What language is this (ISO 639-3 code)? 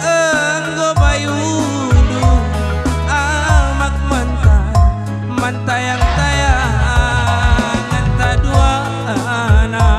btx